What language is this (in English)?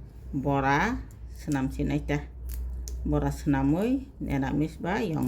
Kok Borok